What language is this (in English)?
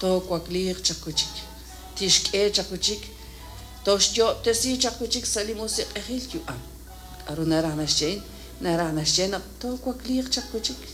Kekchí